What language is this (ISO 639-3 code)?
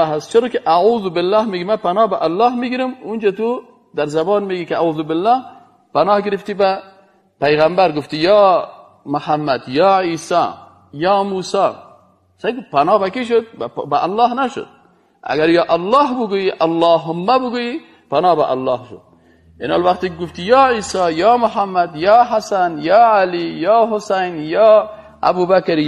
fas